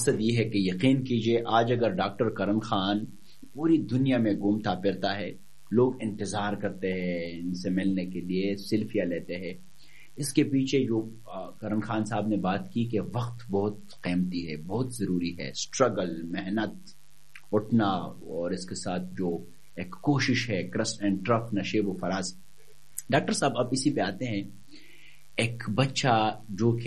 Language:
Urdu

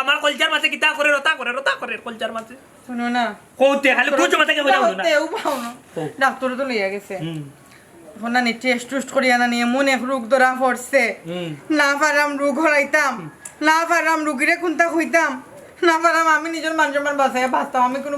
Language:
Sylheti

